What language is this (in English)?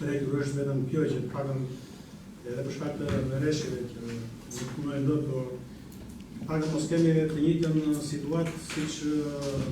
Albanian